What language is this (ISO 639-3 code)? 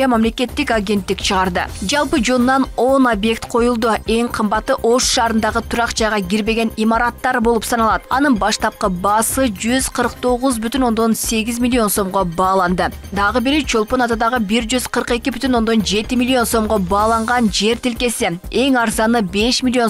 kir